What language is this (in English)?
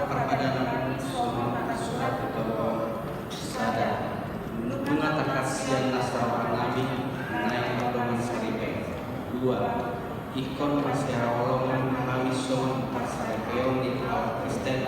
Batak Toba